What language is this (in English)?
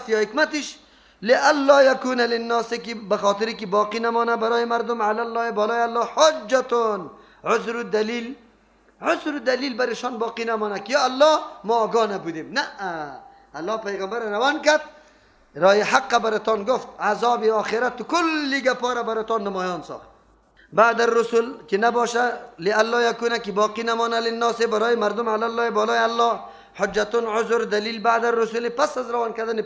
Persian